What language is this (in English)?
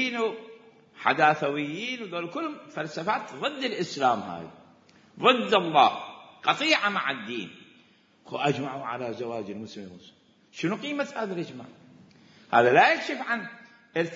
Mesopotamian Arabic